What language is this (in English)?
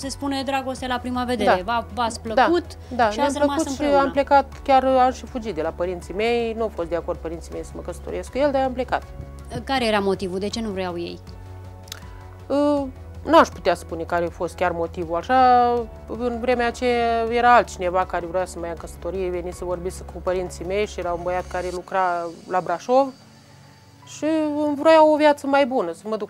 Romanian